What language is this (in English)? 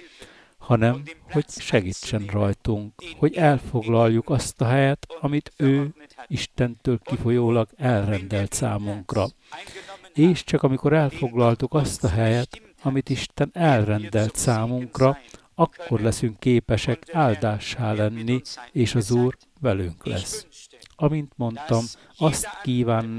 Hungarian